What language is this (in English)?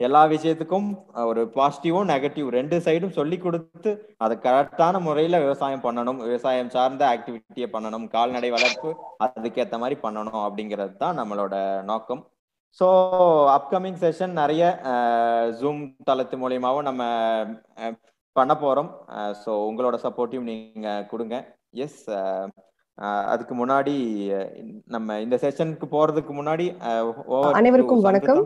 Tamil